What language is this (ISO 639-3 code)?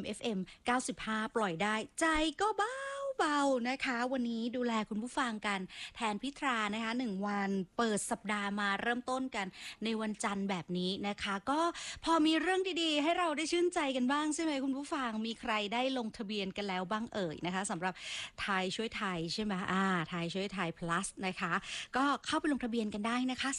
tha